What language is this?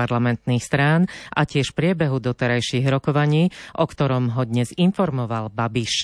Slovak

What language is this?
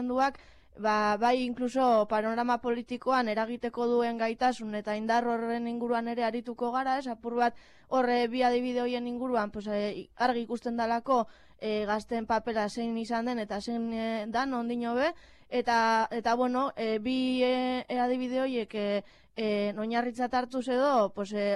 Basque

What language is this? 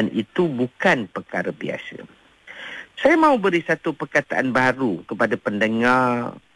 Malay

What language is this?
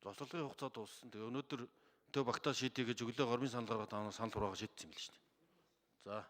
Mongolian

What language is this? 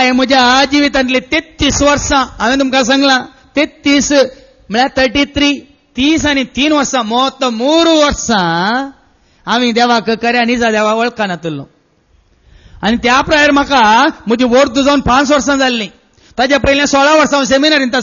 Konkani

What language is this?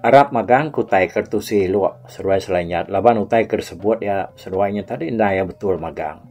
Iban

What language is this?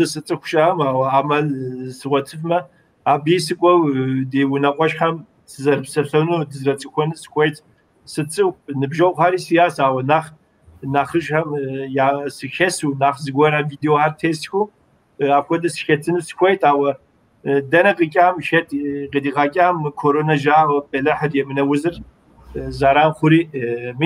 Kabardian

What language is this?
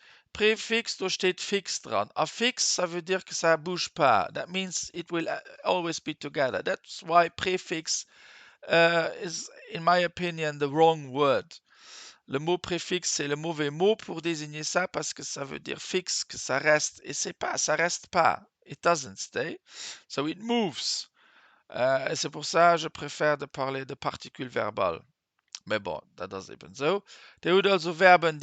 Luxembourgish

